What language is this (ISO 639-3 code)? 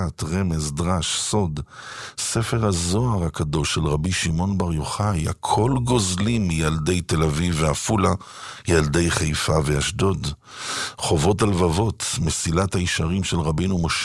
heb